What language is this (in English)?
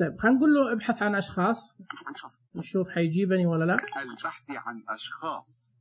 Najdi Arabic